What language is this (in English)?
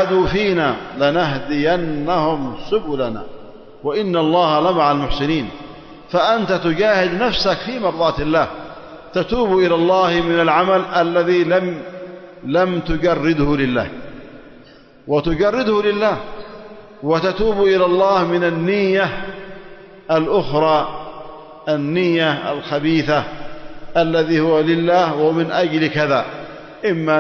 Arabic